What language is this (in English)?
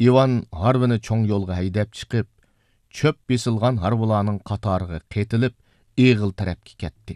Uyghur